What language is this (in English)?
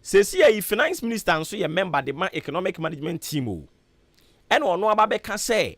Akan